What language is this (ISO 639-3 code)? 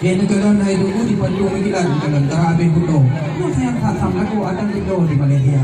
ace